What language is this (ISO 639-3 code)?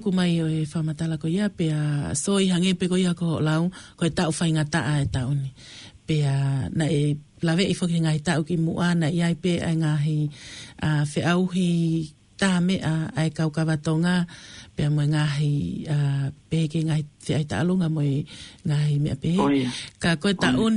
ton